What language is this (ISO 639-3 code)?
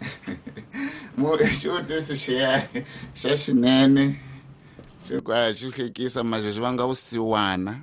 tso